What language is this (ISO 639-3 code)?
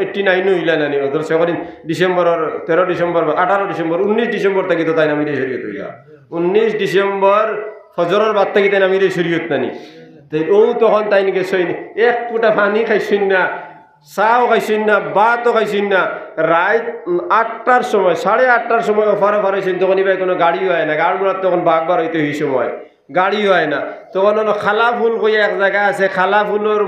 syl